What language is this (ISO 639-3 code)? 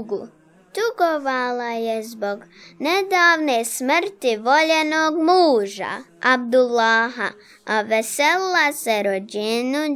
bos